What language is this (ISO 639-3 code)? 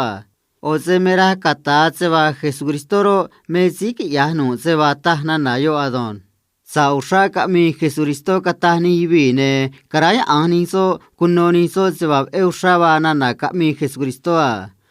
trc